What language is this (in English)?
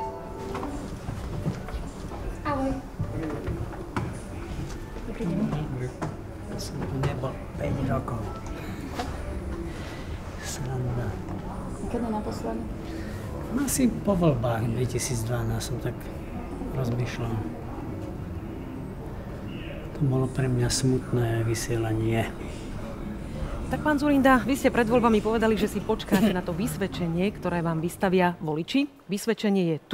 Slovak